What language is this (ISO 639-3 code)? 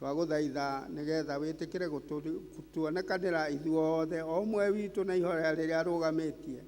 kik